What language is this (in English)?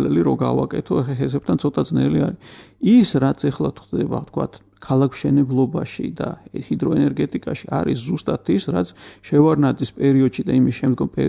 Georgian